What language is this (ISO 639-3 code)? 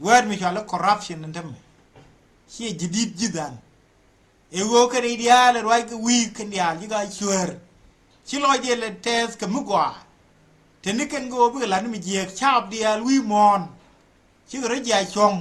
nus